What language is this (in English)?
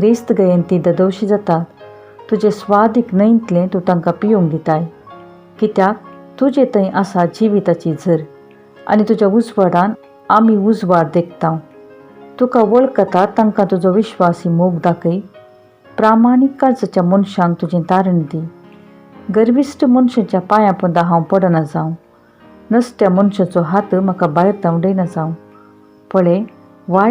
Konkani